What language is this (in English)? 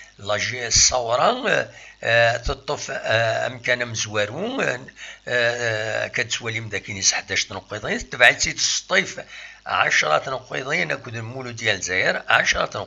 Kabyle